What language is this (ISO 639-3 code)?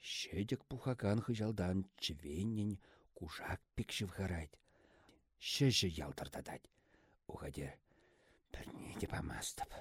chv